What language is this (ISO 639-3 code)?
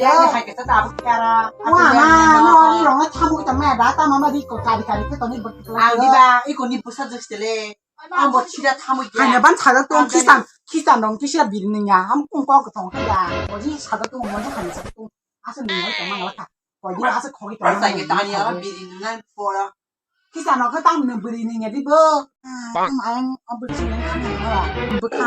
trp